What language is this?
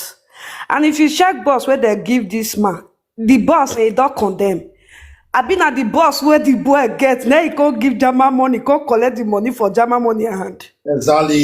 Nigerian Pidgin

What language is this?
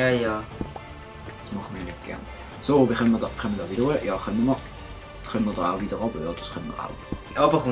Swiss German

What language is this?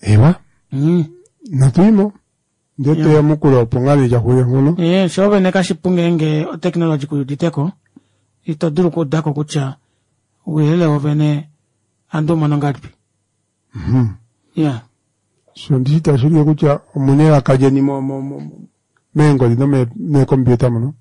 Kuanyama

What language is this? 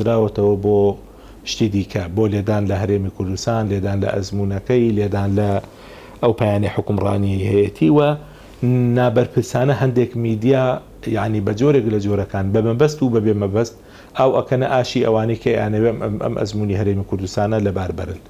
Central Kurdish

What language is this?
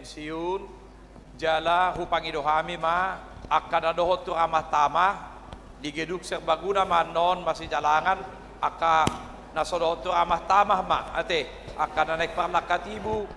Batak Toba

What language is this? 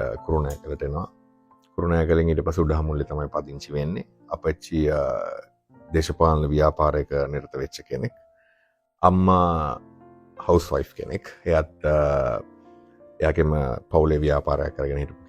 Sinhala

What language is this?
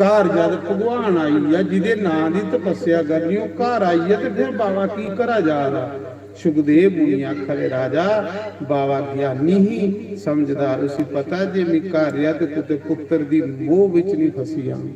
Dogri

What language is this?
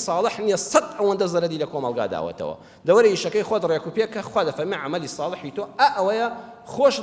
Central Kurdish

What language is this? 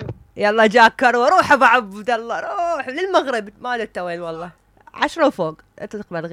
Mesopotamian Arabic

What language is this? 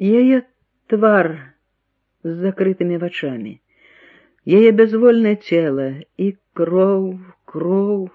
Belarusian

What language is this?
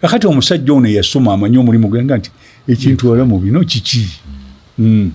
Ganda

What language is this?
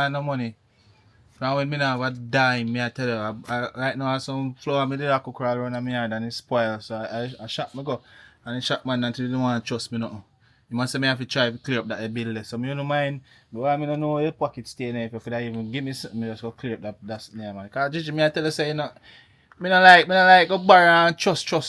Jamaican Creole English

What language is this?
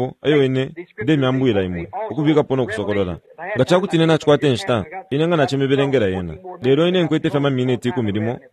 Bemba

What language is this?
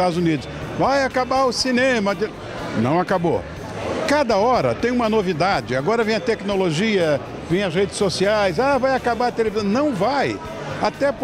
Portuguese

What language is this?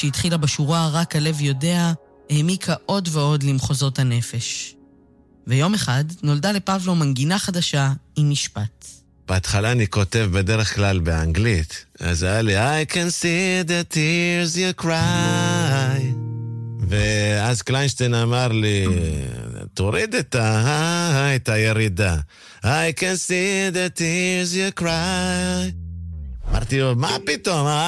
Hebrew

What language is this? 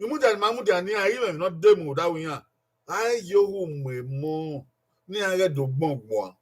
Bini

